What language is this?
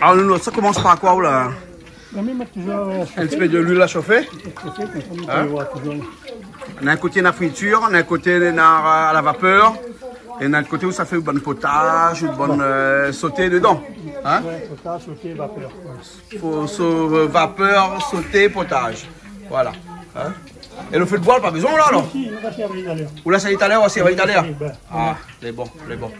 Réunion Creole French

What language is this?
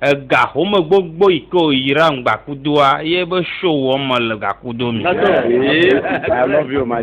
Ewe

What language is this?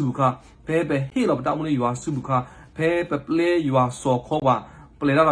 S'gaw Karen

